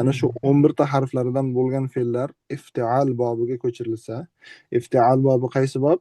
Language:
Uzbek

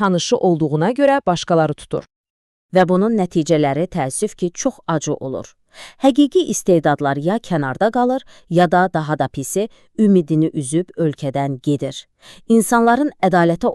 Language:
Azerbaijani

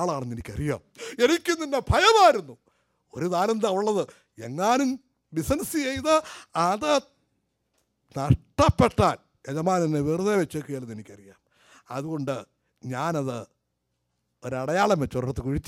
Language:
Malayalam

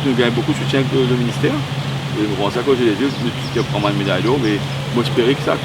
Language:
Morisyen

